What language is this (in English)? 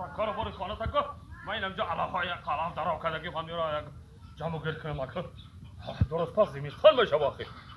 Tajik